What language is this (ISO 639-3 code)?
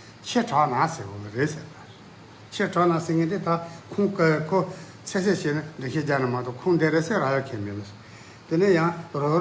bod